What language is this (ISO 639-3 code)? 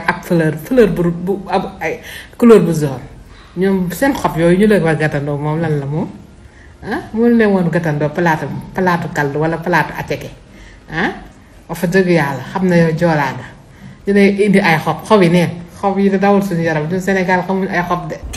wol